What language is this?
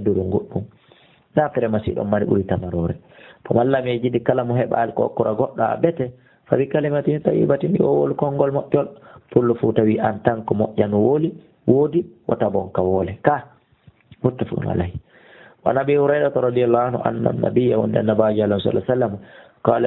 Fula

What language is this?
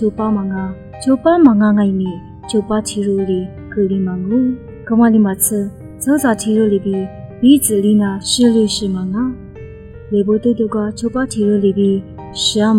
Lisu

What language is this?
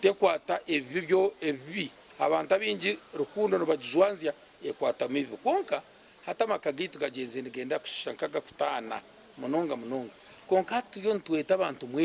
Nyankole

